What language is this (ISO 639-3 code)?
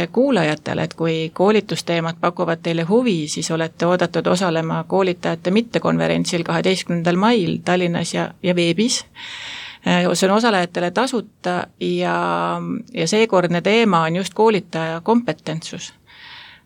est